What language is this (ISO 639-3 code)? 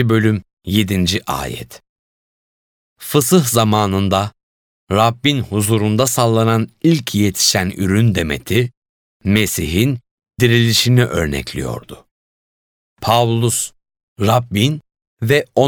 tur